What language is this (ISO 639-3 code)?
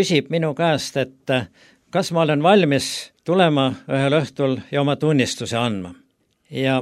est